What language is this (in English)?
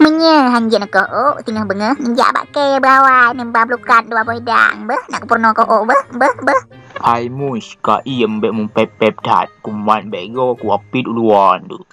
Achinese